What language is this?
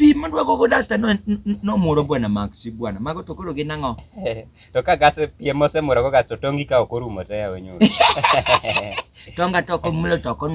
Luo (Kenya and Tanzania)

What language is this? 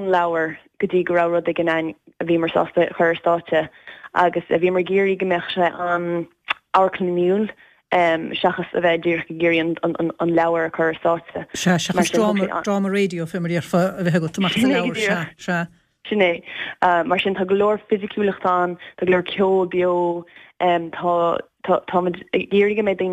Irish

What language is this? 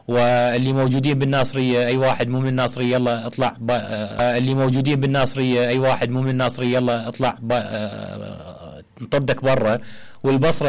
Mesopotamian Arabic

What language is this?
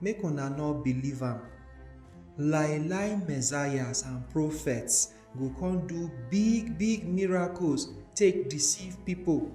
Nigerian Pidgin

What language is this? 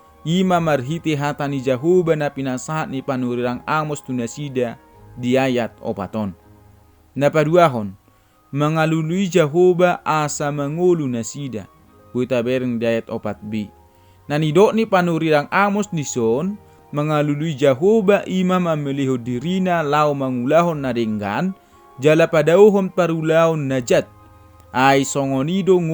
Batak Toba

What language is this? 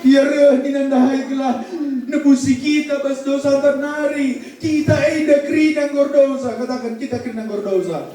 Batak Karo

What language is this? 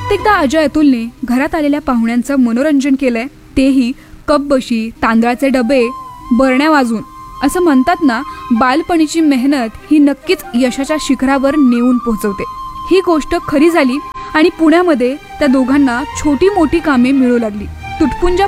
Marathi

